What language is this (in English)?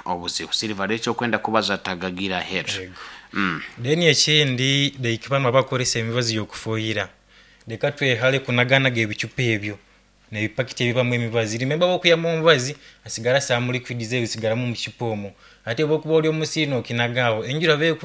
Nyoro